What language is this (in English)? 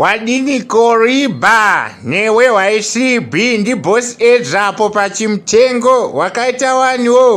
Shona